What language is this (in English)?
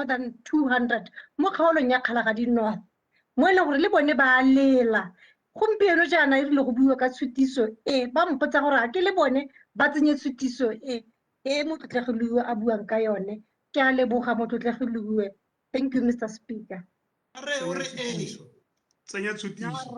Tswana